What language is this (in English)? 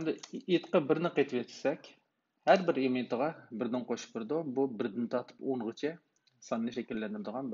Uyghur